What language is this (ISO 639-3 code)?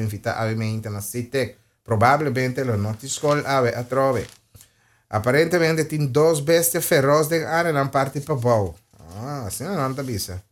pap